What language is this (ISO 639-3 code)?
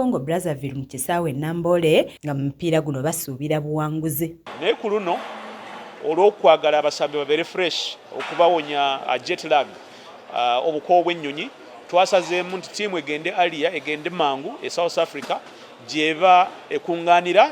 lug